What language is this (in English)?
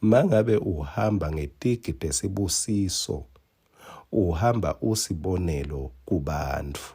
Swati